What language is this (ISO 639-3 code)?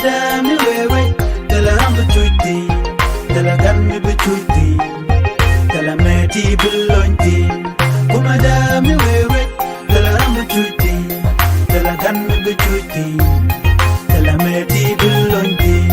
nus